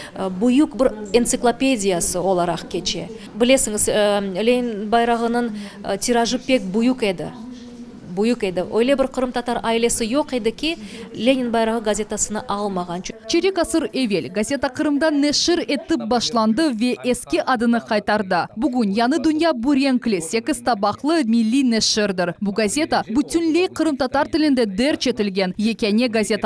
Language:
Crimean Tatar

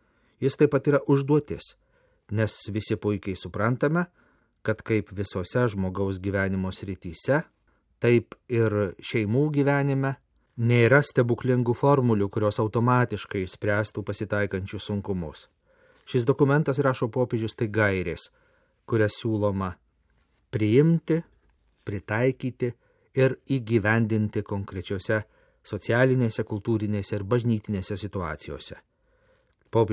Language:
Lithuanian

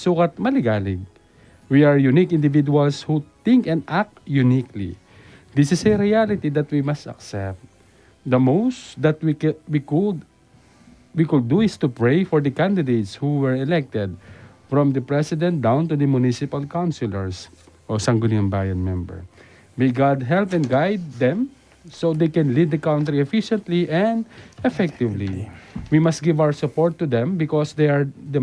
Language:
Pampanga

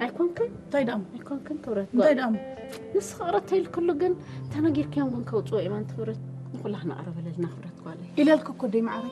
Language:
Tigrinya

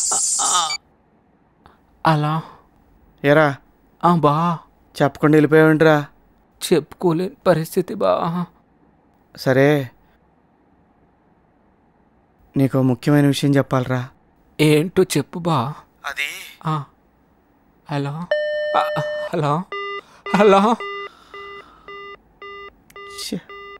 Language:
Telugu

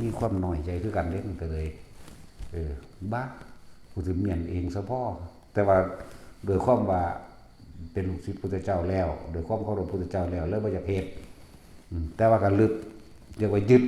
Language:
Lao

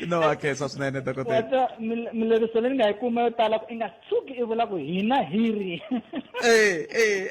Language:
Tsonga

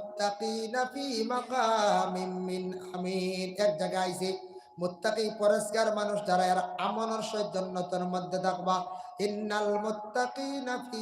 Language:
Sylheti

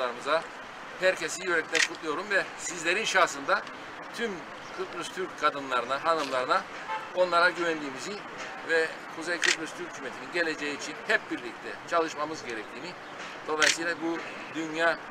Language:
Turkish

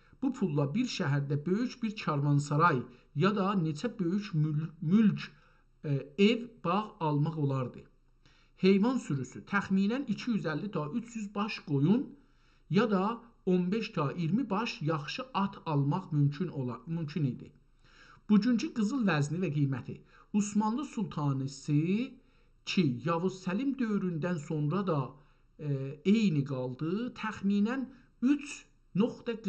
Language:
South Azerbaijani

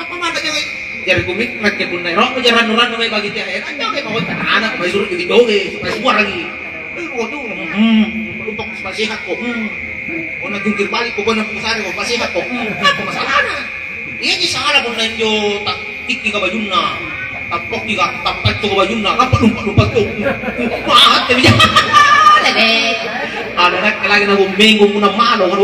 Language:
Makasar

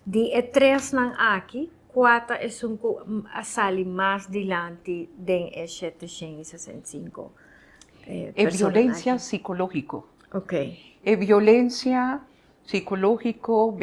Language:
Papiamento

